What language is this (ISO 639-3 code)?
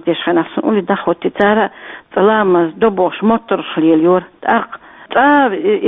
che